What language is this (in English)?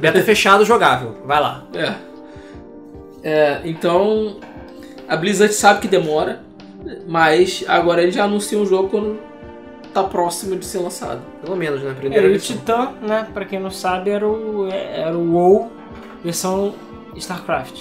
Portuguese